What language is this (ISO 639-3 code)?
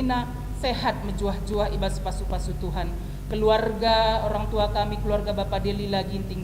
btx